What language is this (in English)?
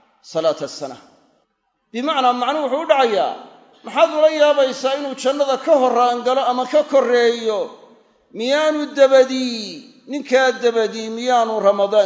Somali